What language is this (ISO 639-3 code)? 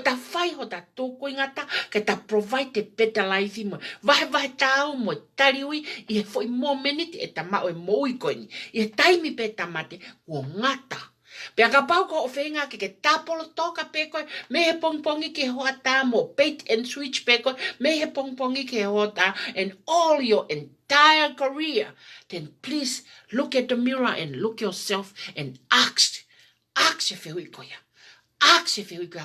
ton